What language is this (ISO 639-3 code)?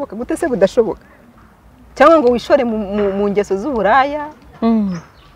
kin